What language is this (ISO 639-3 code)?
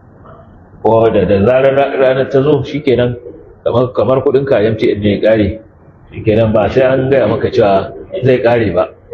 hau